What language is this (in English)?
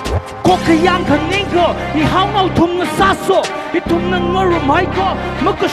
Tangkhul Naga (India)